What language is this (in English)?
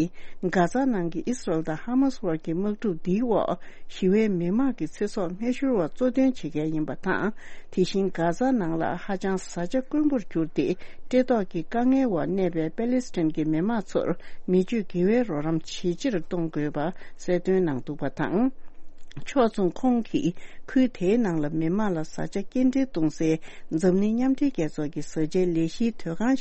Tibetan